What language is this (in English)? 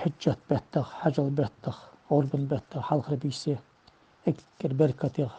Ingush